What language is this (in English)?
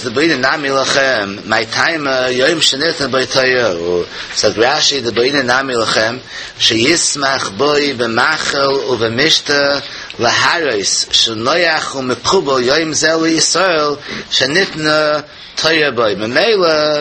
Yiddish